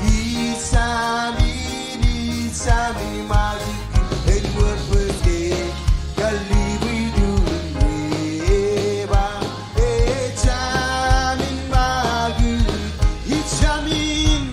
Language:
Marshallese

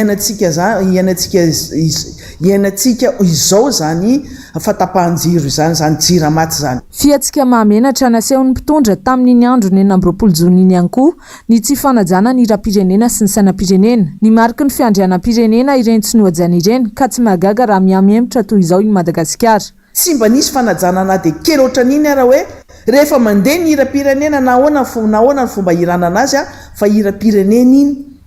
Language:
Malagasy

